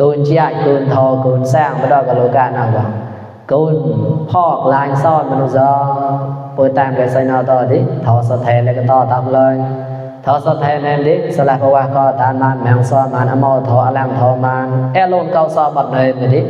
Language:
Mon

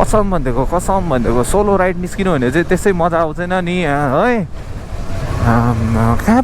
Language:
Nepali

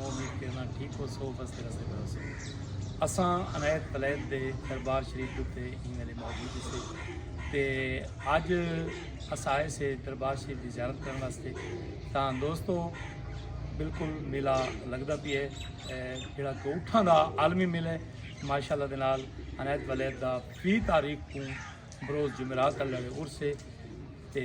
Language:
Saraiki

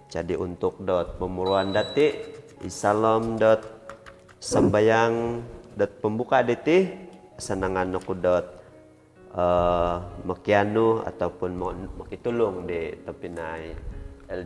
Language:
Central Dusun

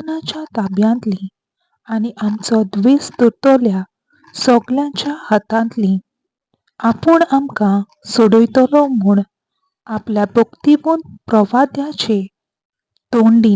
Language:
Konkani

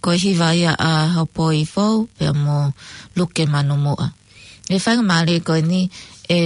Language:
Tongan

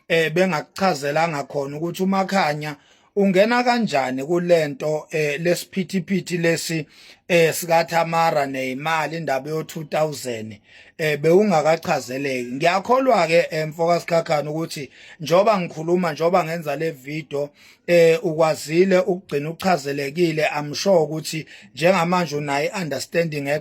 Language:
Zulu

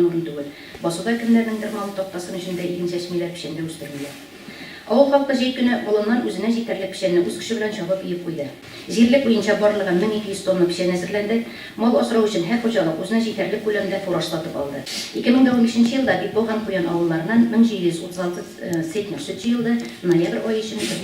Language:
Tatar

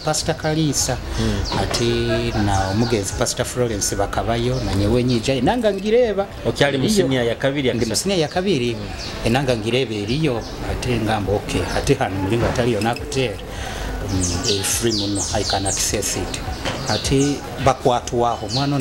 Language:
Nyoro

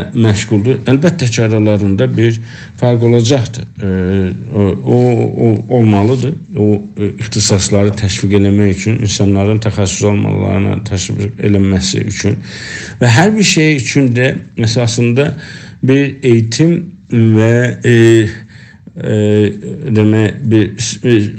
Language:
South Azerbaijani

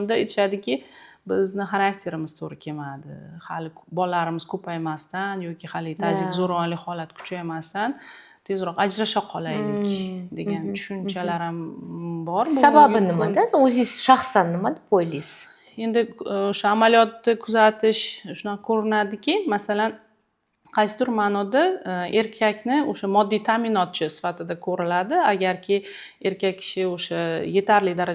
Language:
Uzbek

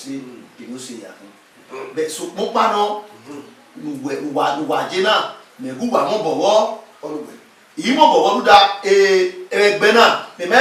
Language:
Bini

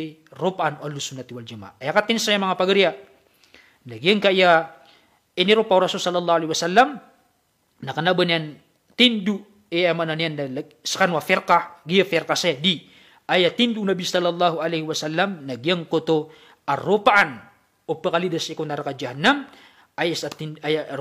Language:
Maranao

